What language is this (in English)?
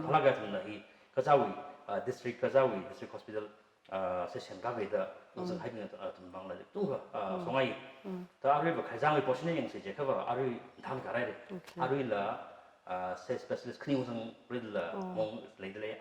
Tangkhul Naga (India)